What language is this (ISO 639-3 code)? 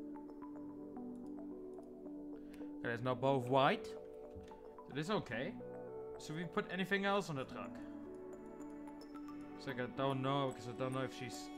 eng